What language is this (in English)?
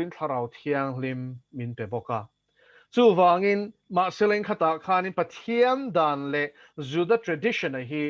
Mizo